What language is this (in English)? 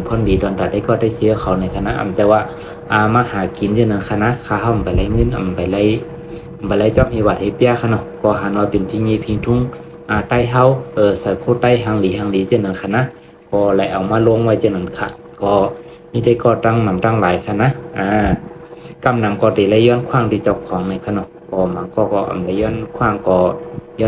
Shan